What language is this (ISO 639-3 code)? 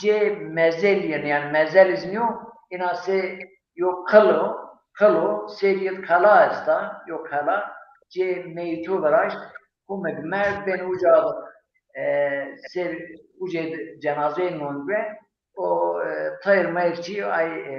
zza